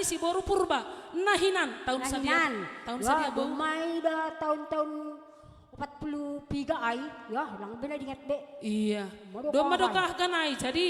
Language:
Batak Simalungun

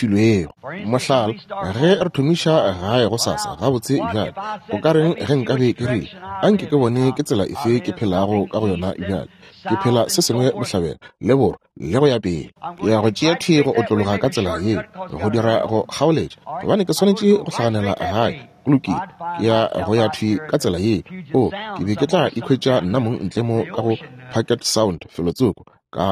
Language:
Northern Sotho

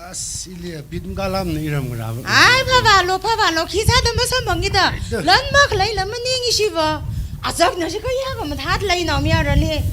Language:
Tangkhul Naga (India)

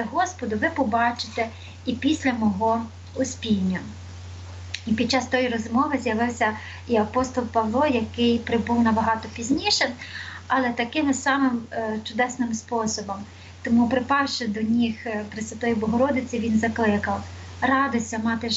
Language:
Ukrainian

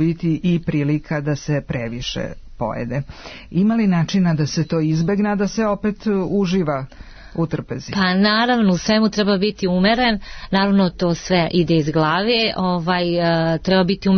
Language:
Serbian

